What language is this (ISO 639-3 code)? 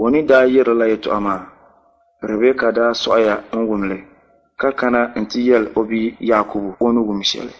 dag